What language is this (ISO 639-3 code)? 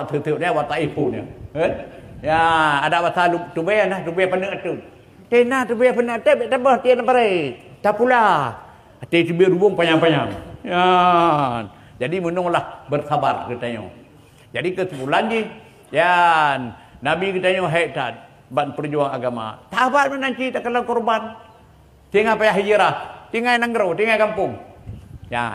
ace